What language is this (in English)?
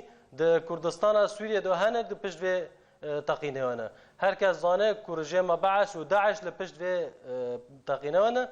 Kurdish